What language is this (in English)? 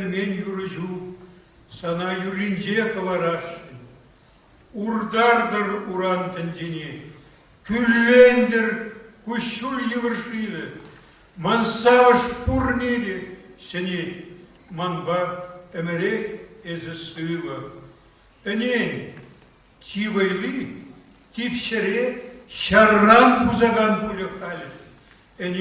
Chuvash